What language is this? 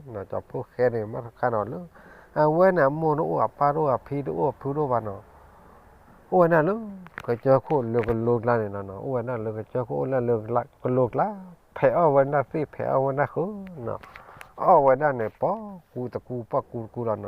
S'gaw Karen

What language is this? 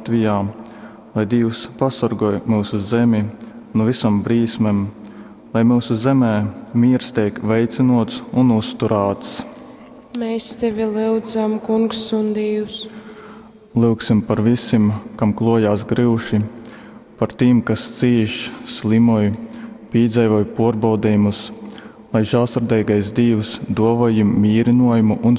Latgalian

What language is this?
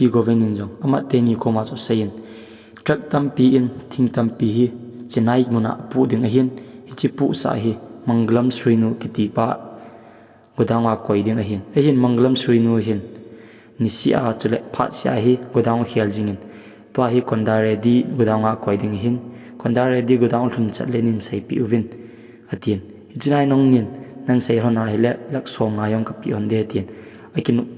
Thado Chin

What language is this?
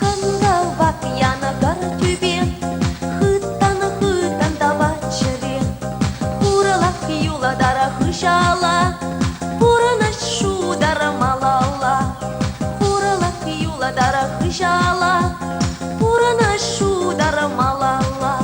Chuvash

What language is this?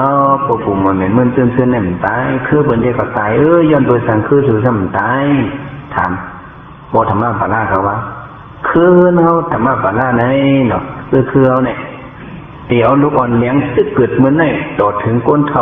Shan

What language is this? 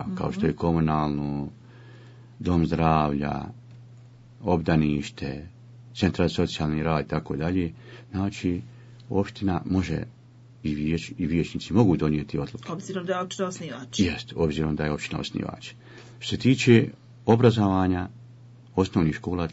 Bosnian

